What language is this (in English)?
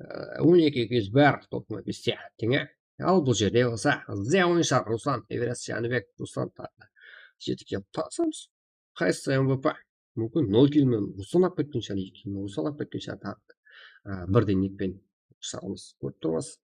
Kara-Kalpak